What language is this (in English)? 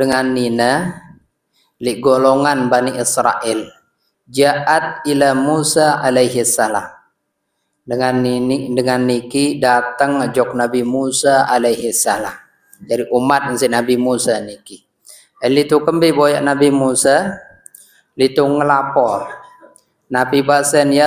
Sasak